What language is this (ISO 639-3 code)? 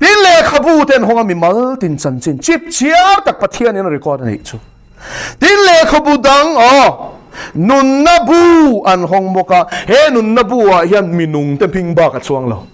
lus